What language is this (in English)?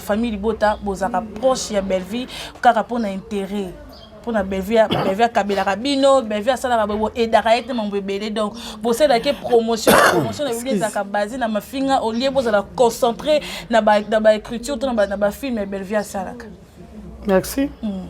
Lingala